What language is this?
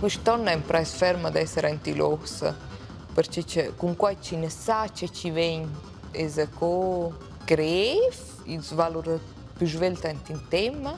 Romansh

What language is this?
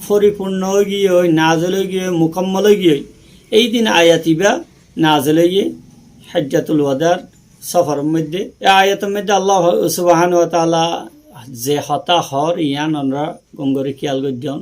Rohingya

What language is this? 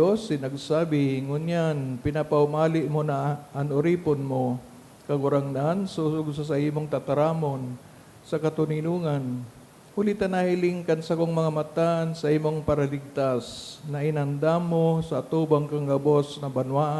Bikol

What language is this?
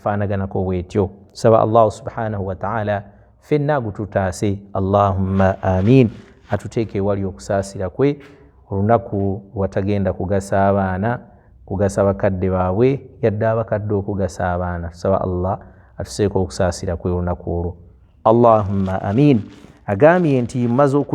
Ganda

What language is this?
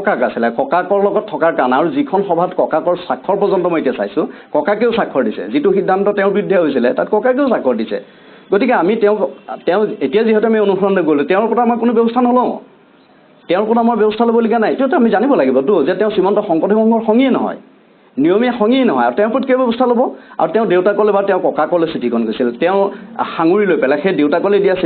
Assamese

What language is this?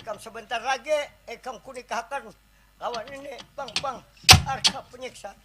Banjar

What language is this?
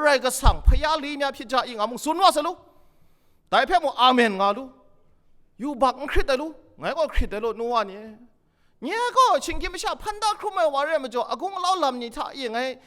Kachin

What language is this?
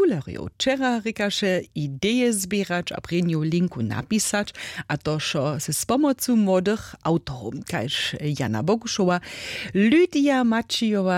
Upper Sorbian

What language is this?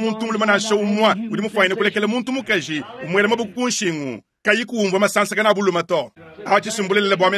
Luba-Lulua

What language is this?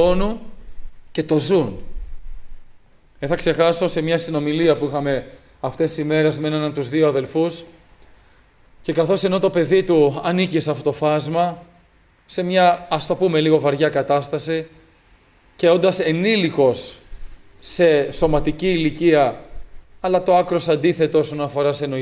Greek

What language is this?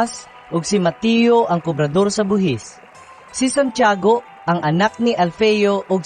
Cebuano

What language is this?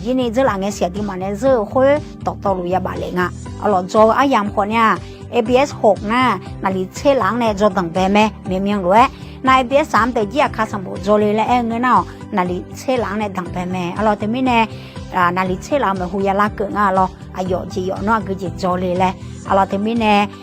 Akha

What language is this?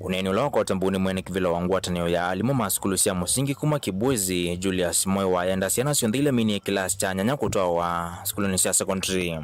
Kamba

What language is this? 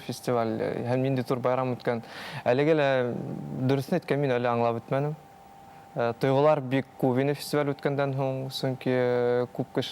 Bashkir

